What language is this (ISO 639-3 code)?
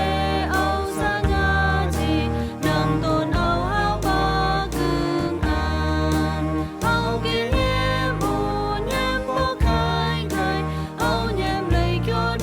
rbb